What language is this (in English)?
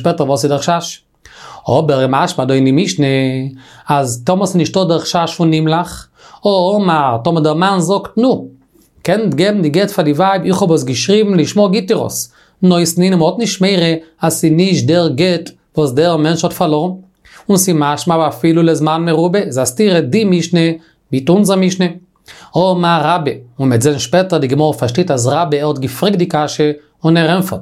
Yiddish